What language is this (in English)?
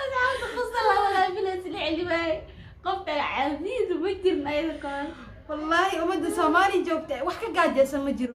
Somali